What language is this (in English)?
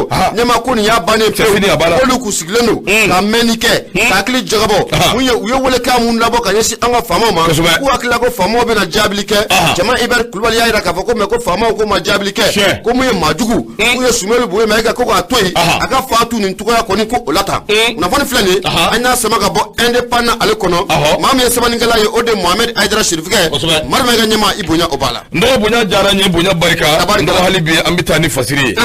Bambara